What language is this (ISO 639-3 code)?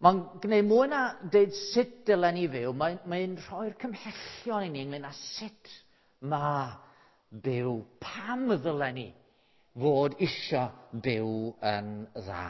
cym